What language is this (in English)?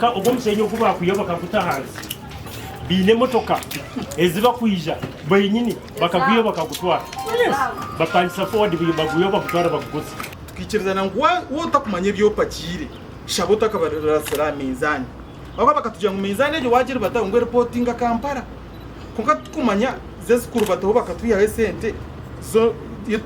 Nyankole